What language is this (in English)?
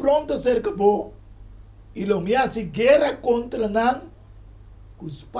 Papiamento